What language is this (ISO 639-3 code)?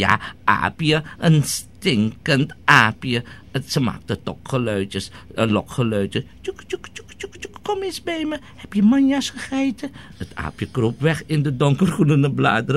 nld